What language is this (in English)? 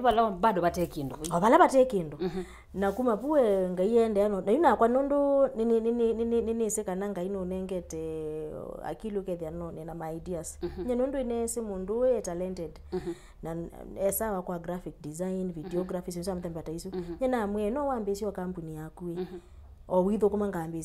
Kamba